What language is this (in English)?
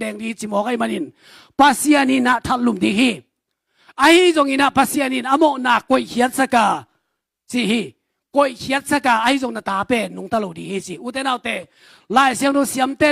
Tedim Chin